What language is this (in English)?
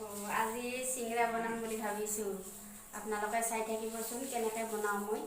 Assamese